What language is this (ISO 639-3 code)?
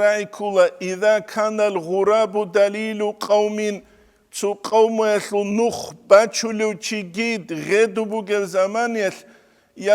ava